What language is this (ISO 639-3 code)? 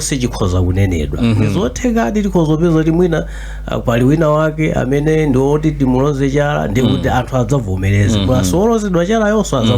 nya